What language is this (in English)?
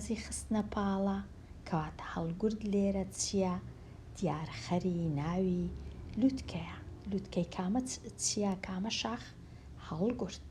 Central Kurdish